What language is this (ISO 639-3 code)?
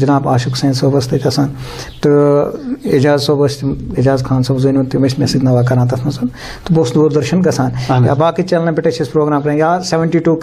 kas